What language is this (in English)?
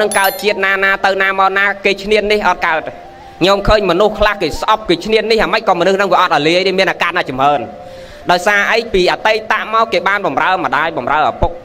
Khmer